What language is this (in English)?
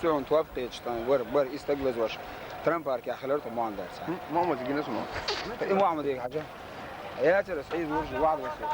Chechen